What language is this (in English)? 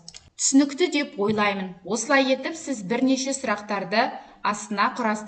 Kazakh